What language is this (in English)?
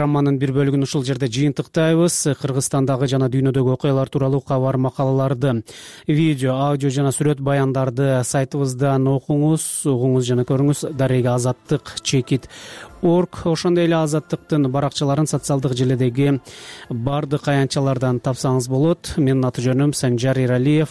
Kyrgyz